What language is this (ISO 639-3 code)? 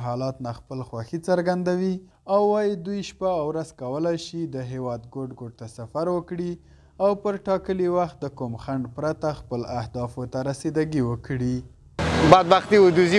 pus